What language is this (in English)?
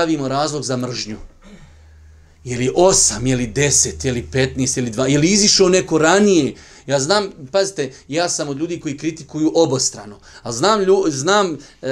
Bosnian